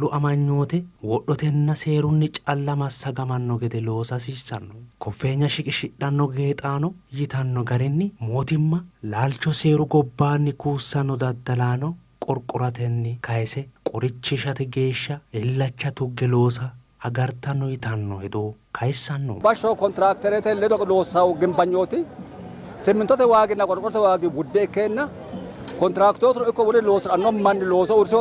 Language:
Sidamo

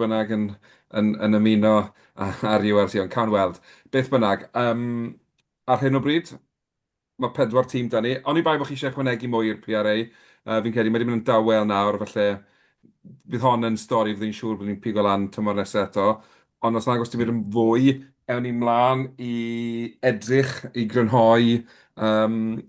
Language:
Welsh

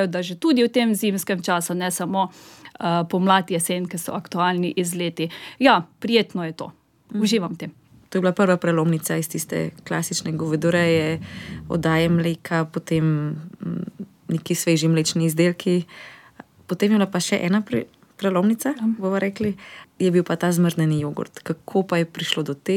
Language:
Slovenian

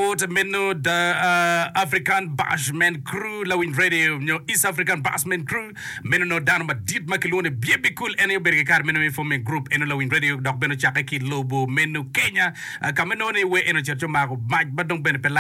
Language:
Acoli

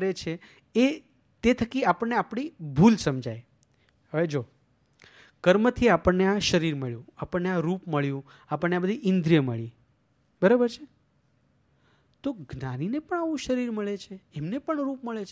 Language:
Gujarati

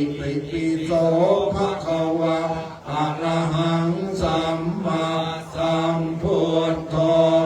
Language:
Pali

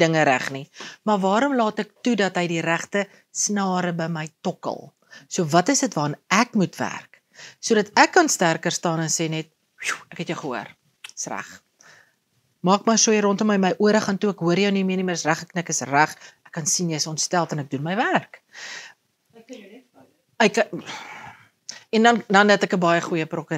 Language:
Afrikaans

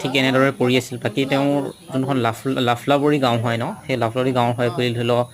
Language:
Assamese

